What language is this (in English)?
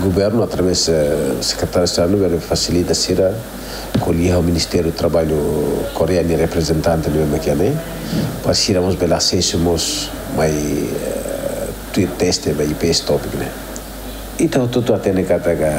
Tetum